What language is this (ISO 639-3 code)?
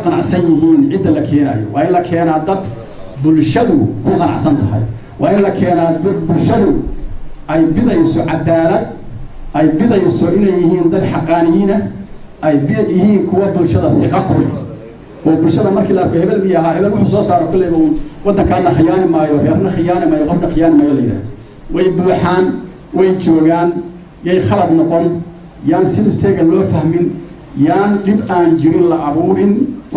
som